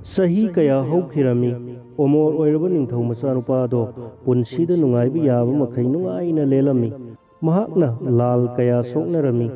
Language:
Manipuri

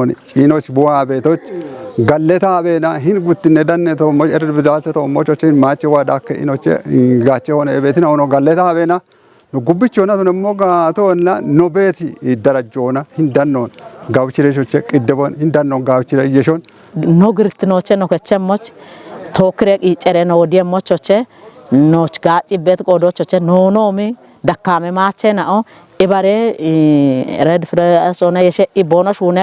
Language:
Kafa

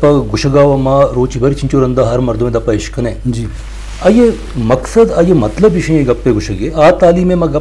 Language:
Eastern Balochi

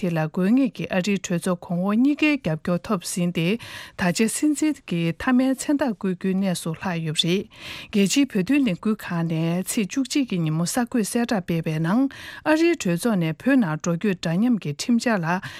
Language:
Tibetan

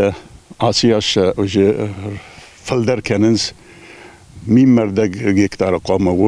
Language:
Ossetic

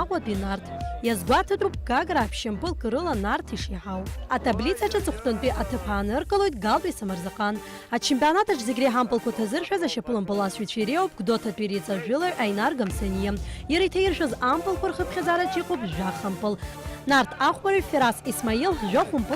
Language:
Abkhazian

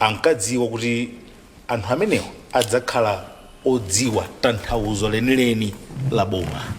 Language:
Nyanja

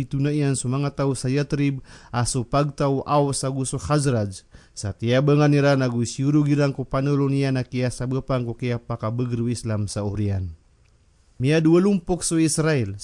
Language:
Maranao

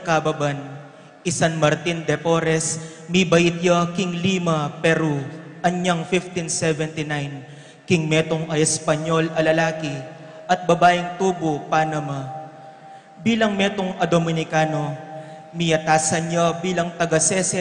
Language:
Pampanga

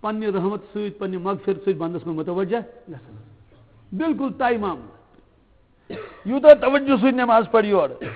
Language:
Kashmiri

